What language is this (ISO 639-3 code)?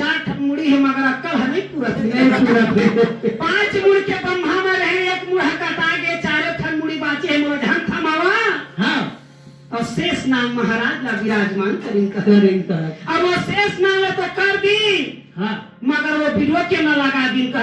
hne